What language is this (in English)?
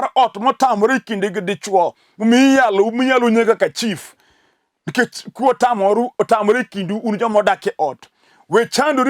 Luo (Kenya and Tanzania)